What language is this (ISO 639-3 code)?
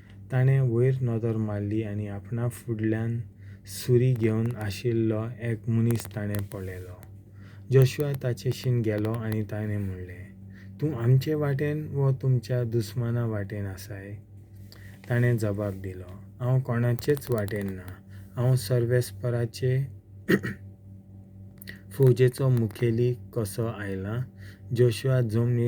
kok